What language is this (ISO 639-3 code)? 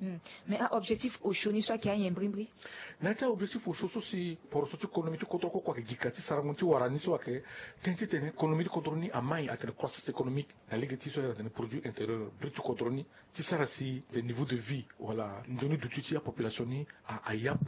sag